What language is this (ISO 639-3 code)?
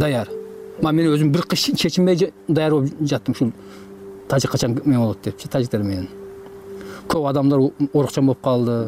kir